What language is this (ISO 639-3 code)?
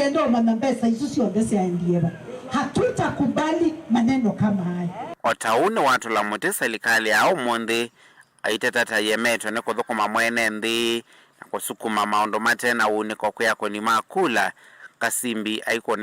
kam